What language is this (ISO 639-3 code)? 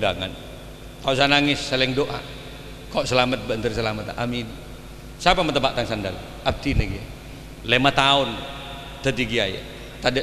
mad